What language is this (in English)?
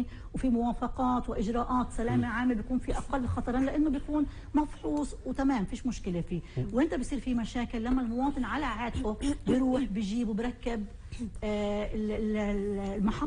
North Levantine Arabic